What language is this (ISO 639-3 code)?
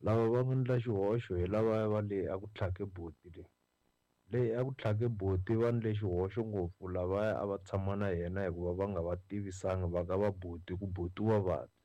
tso